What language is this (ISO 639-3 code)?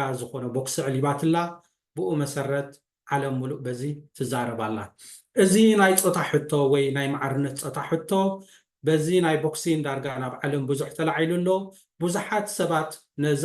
tir